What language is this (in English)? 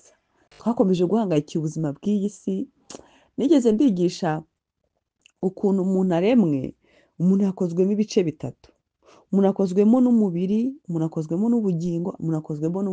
Kinyarwanda